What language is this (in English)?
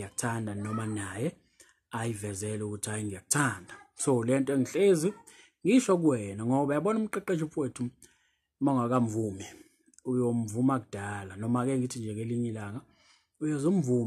Zulu